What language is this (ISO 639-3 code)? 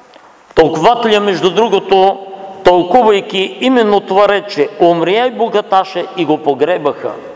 bul